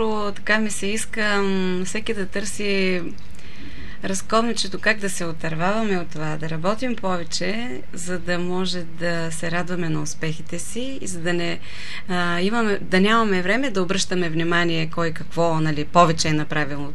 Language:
Bulgarian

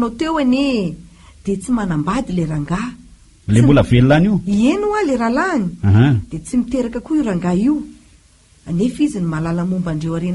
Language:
Malagasy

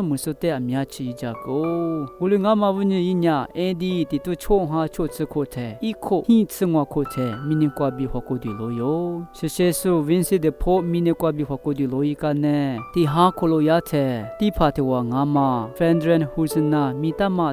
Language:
Lisu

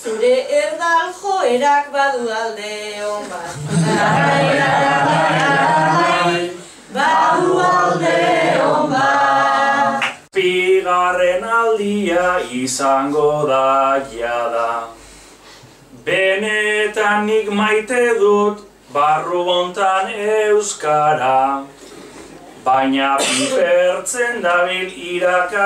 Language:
Basque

